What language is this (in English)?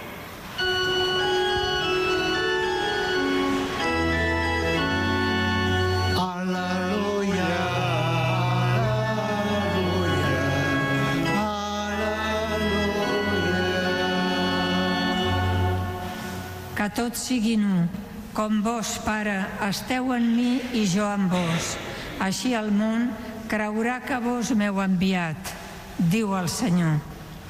Catalan